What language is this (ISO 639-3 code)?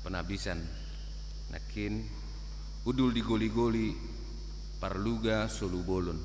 bbc